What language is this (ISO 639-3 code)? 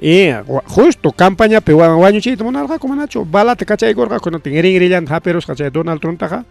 quy